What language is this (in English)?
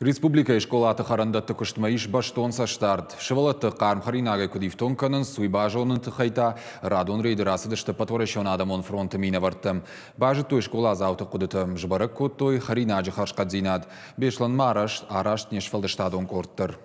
Ossetic